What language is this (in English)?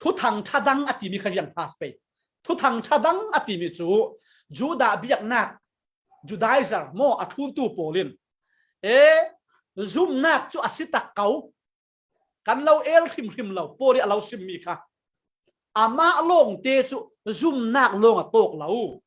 Falam Chin